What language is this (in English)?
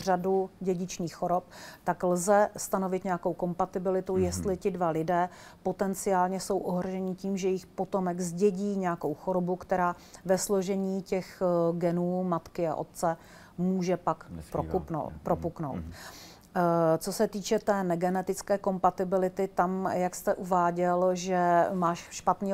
Czech